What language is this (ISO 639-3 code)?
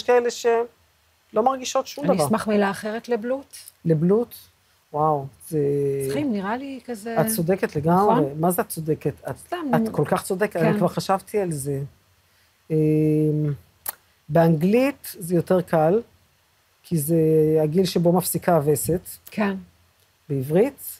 heb